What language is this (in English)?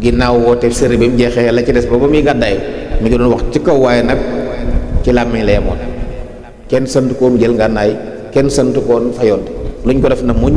Wolof